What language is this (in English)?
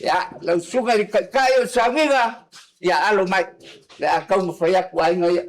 Samoan